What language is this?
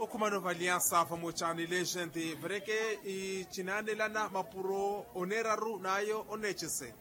Makhuwa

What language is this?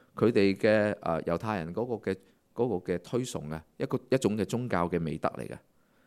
Cantonese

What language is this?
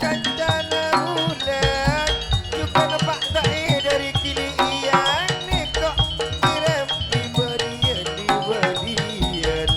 Madurese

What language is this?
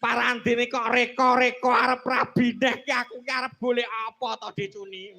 Javanese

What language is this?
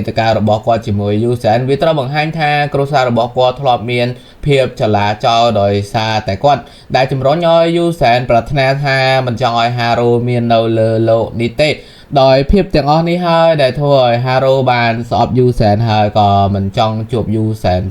Khmer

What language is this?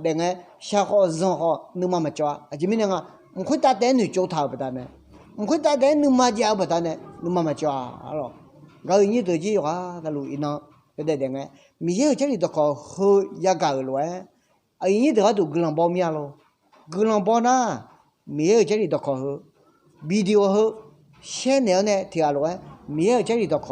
Akha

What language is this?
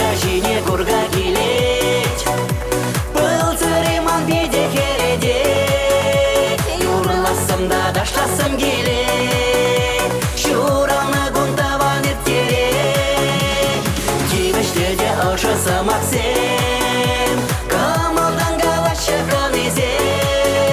Chuvash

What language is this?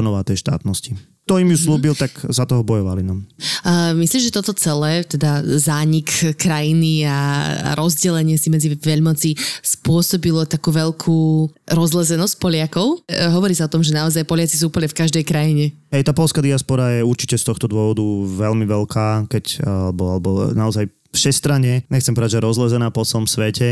Slovak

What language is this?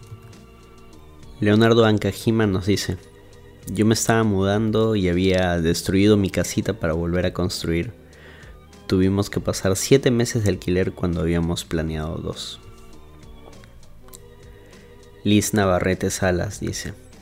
Spanish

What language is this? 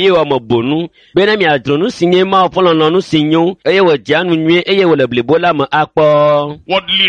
Ewe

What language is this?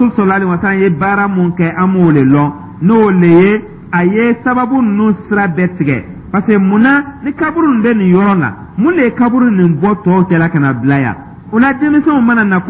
Dyula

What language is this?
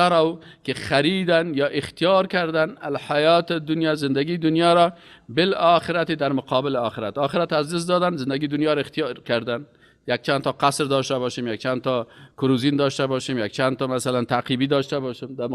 Persian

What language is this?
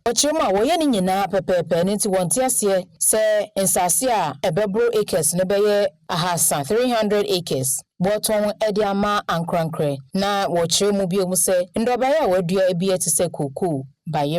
Akan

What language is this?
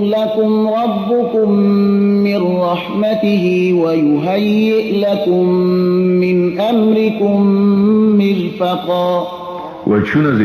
Persian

